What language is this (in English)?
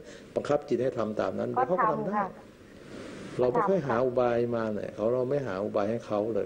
Thai